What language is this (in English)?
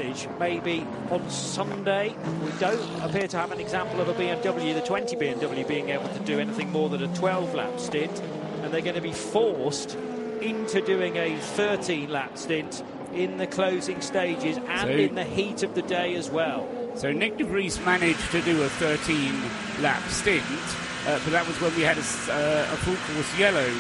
English